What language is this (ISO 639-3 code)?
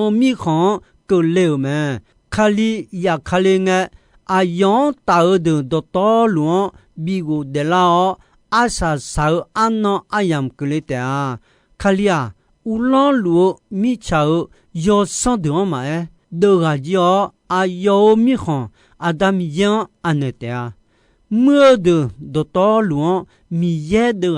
ahk